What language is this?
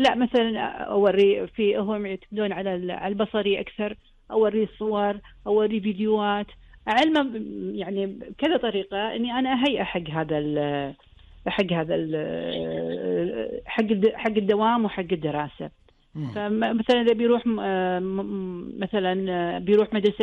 Gulf Arabic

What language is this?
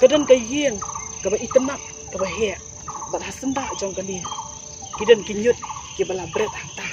Khasi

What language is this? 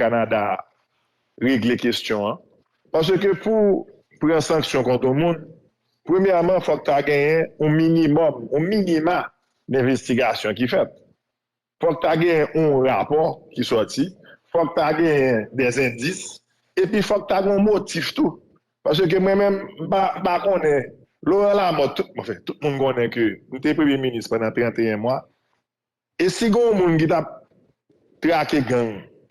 Haitian Creole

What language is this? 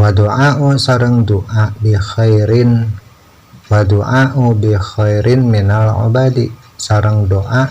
Sundanese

